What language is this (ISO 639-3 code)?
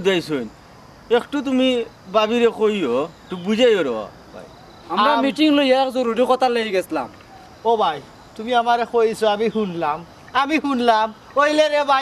syl